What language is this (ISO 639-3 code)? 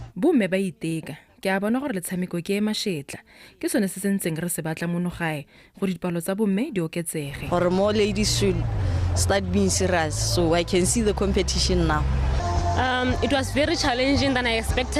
tsn